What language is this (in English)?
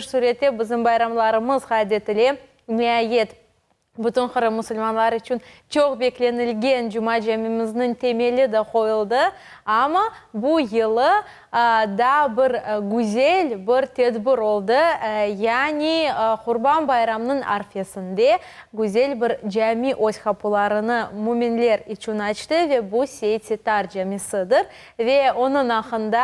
Crimean Tatar